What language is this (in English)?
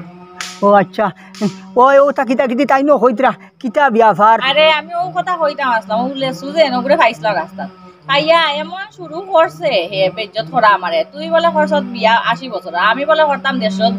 Sylheti